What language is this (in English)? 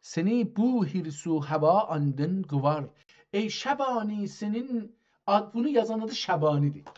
South Azerbaijani